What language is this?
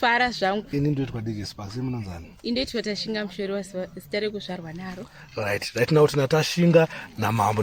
Shona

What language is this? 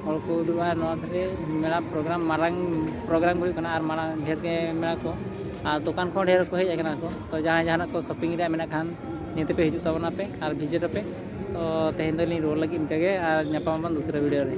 Santali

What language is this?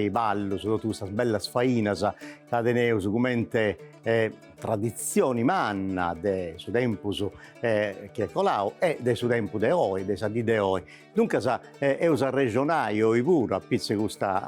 Sardinian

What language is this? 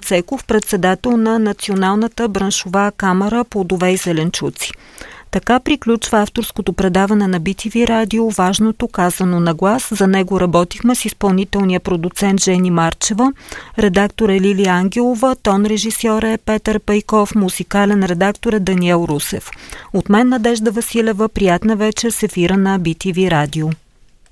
Bulgarian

